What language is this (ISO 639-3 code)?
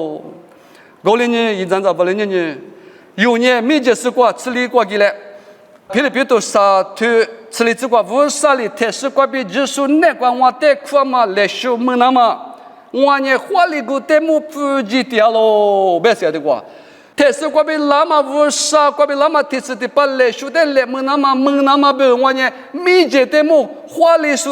lis